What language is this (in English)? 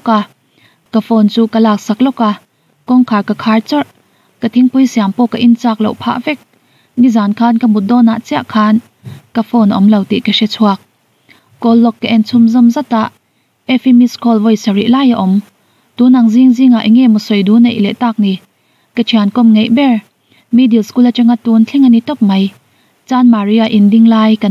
Mizo